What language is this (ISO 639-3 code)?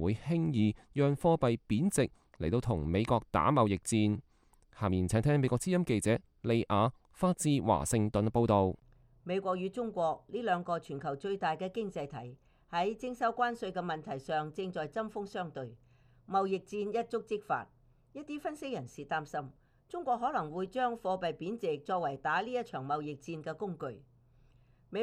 yue